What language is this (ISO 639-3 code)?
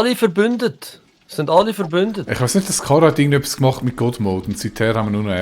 gsw